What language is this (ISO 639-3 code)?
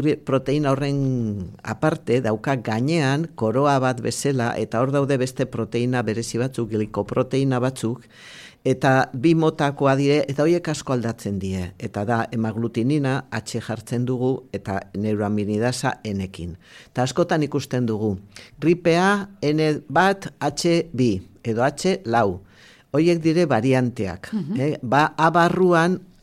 eus